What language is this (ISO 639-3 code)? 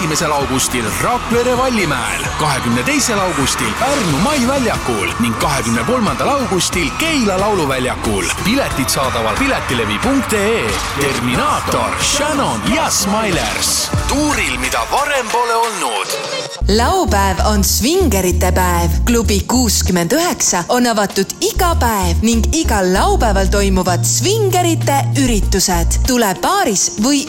est